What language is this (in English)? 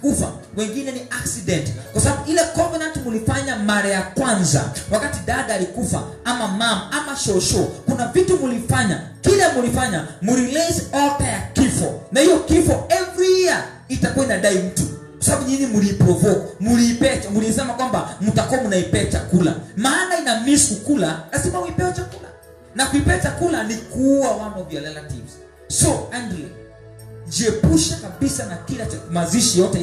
Swahili